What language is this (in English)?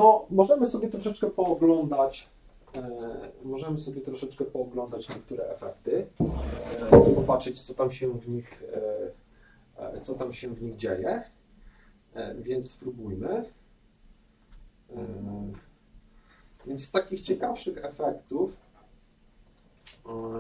Polish